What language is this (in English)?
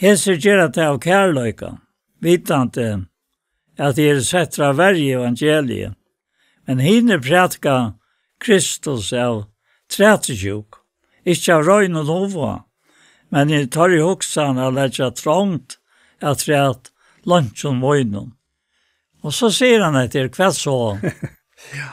Faroese